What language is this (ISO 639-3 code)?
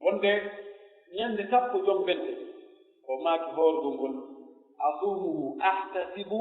fuf